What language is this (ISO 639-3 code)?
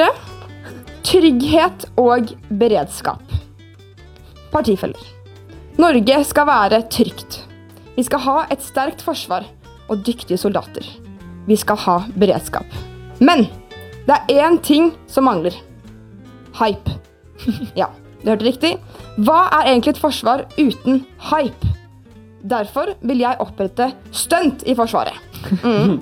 nor